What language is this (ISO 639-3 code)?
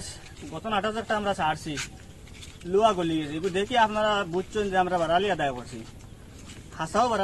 syl